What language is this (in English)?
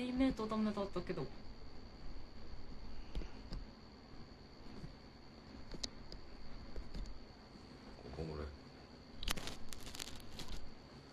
Japanese